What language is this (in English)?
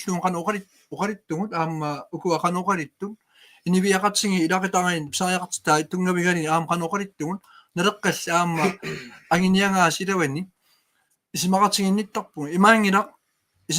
Kalaallisut